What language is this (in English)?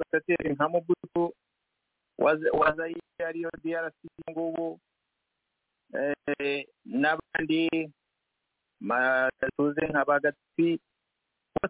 Kinyarwanda